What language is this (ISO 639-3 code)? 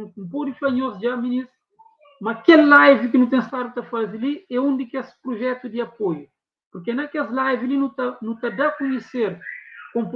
kea